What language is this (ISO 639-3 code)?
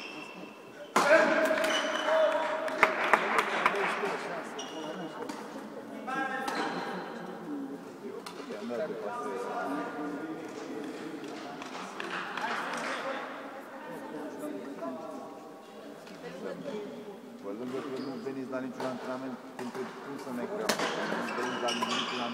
ron